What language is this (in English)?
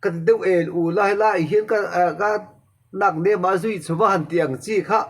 Mizo